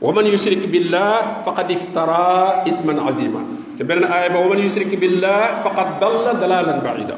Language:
Wolof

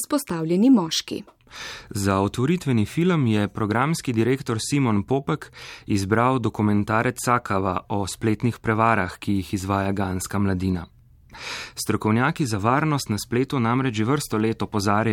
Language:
Slovenian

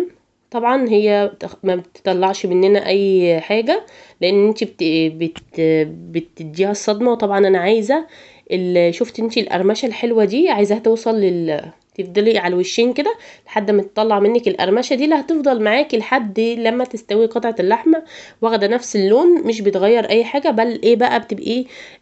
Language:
Egyptian Arabic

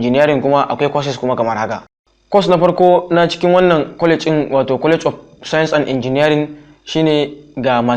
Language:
Hausa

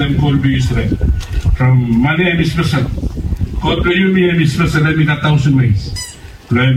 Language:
Bislama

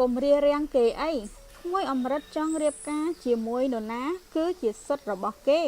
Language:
Khmer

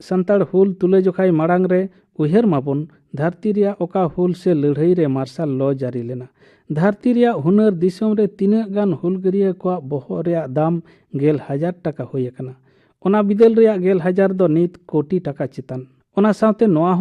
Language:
Santali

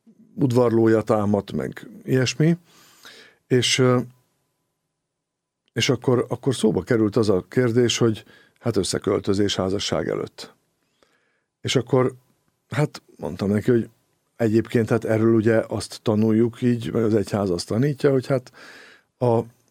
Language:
Hungarian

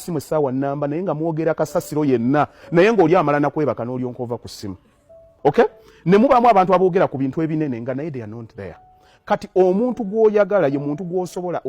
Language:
Ganda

